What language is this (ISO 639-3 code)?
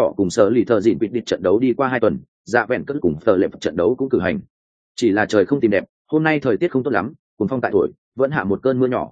vie